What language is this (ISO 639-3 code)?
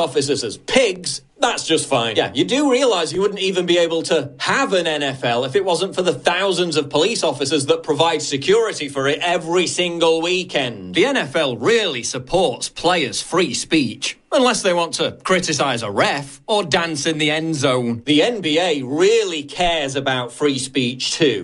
eng